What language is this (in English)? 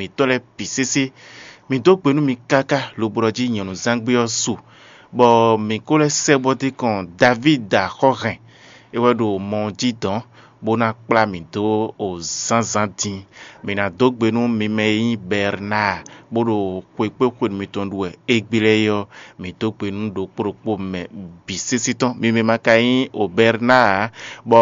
Fon